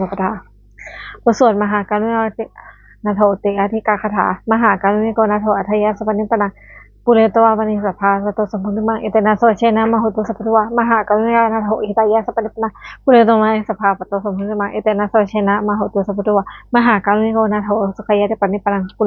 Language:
Pali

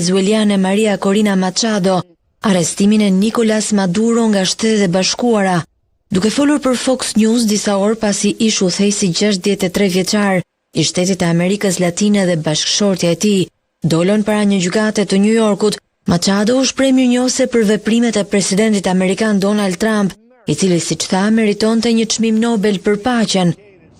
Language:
Albanian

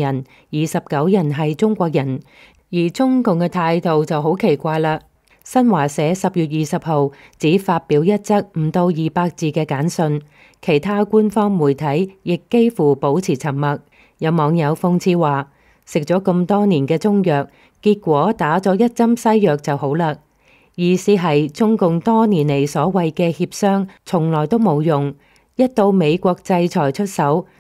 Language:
Cantonese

